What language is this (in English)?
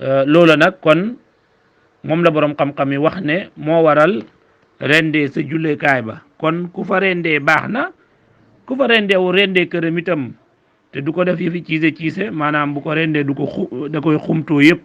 Wolof